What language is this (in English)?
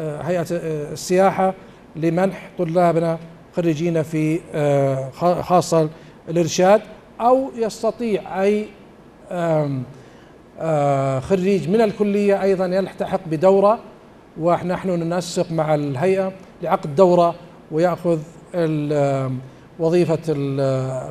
Arabic